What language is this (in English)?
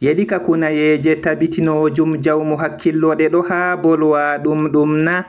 Fula